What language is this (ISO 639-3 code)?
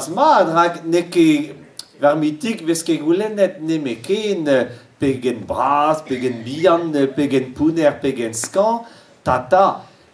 bre